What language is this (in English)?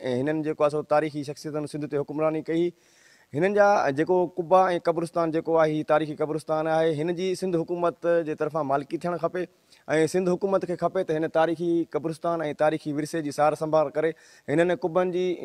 Sindhi